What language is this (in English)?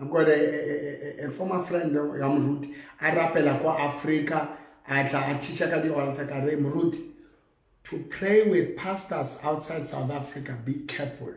Southern Sotho